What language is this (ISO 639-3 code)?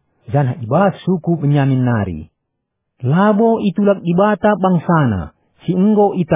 btx